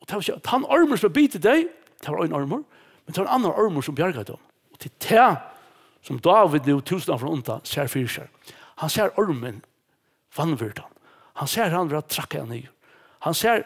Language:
Faroese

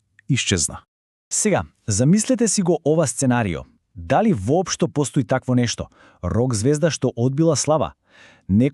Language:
Macedonian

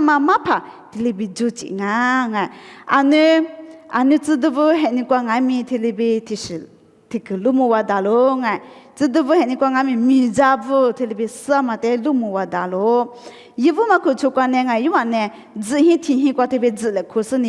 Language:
Lisu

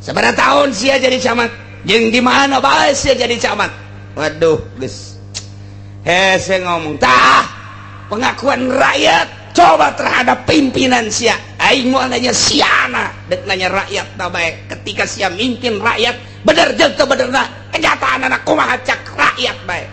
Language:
Sundanese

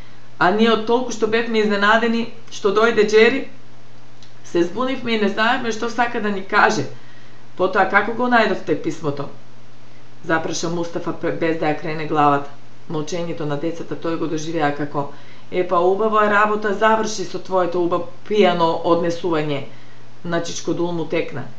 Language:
Macedonian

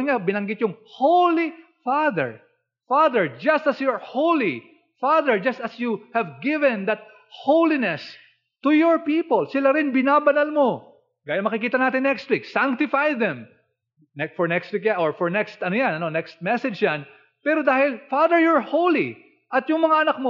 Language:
Filipino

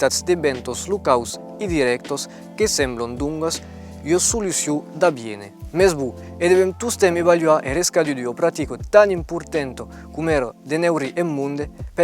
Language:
Occitan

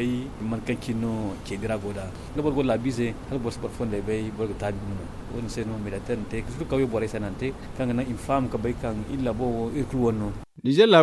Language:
Zarma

